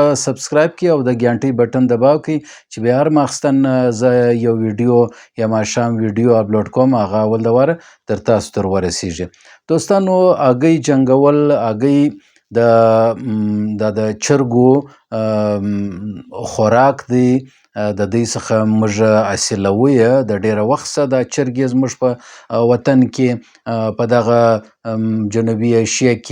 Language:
Pashto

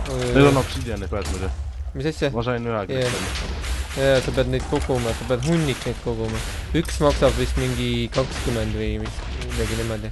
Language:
Estonian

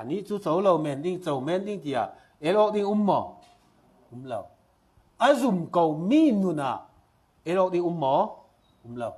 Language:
Falam Chin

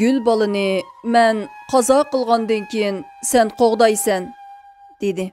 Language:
Uyghur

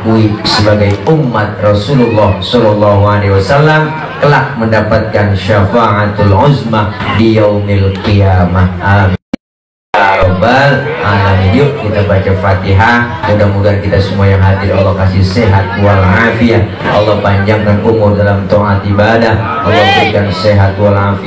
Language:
Betawi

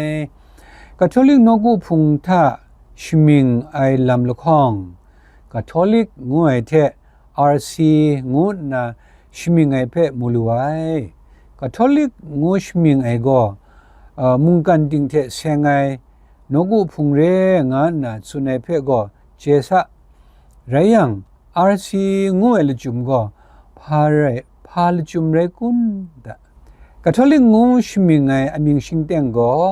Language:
Kachin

